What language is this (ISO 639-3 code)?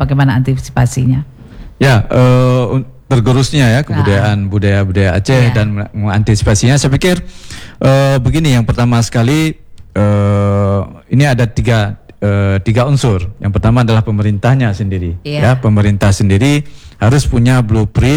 ind